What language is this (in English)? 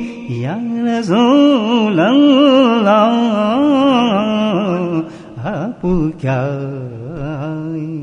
Urdu